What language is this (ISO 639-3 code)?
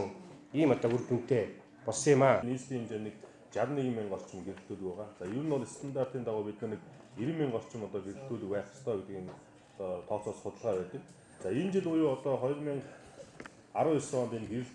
mon